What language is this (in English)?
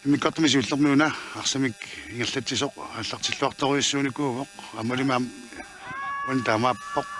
Kalaallisut